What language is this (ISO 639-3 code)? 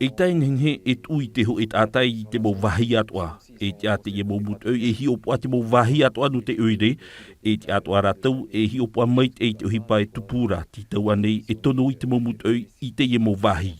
tah